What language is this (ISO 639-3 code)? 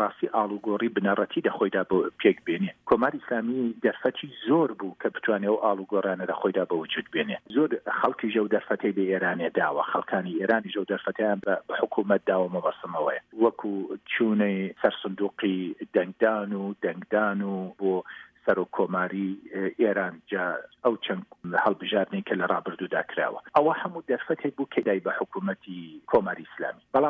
ckb